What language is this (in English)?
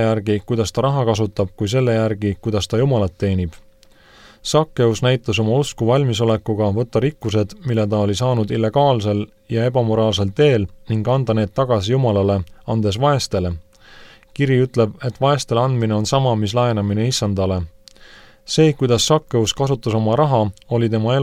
Estonian